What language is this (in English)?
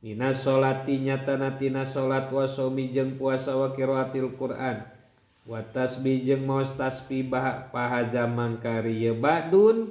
Sundanese